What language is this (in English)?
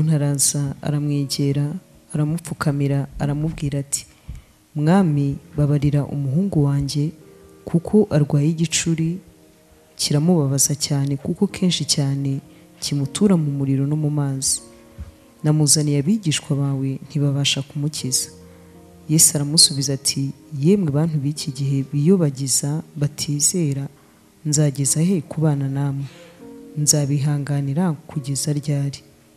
Kinyarwanda